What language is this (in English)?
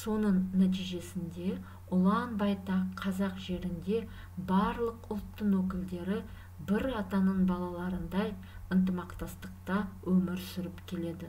Kazakh